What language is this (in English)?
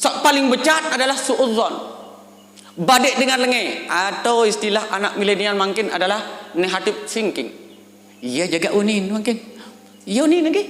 Sasak